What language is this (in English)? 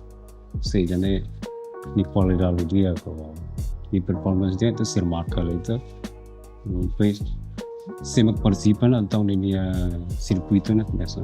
Tetum